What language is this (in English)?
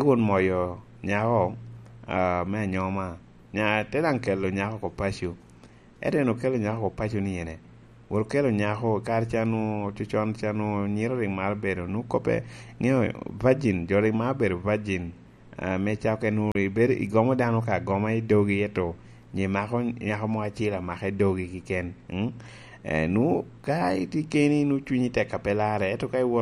Lango (Uganda)